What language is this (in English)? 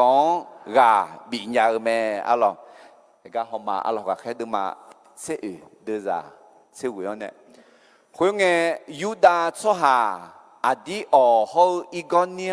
Akha